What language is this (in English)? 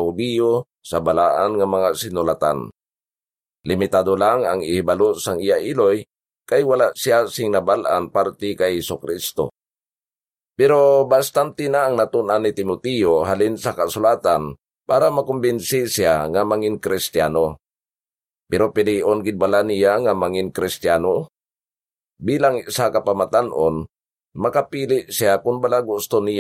Hiligaynon